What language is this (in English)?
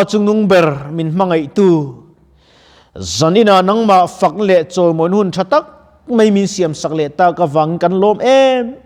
Mizo